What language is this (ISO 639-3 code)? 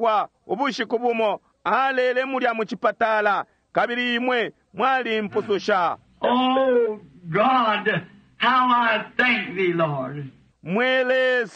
bem